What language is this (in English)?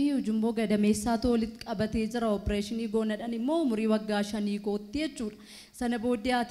Oromo